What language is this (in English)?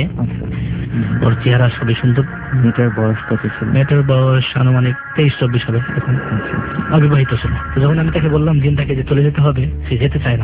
Bangla